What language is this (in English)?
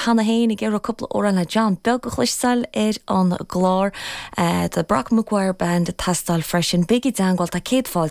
Irish